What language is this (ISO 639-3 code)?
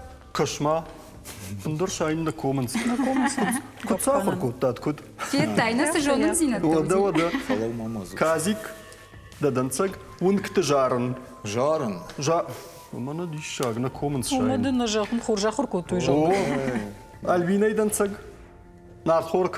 oss